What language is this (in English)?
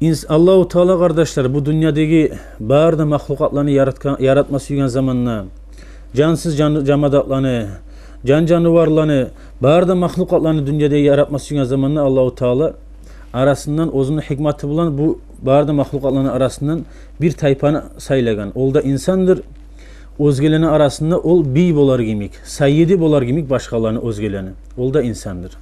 Kumyk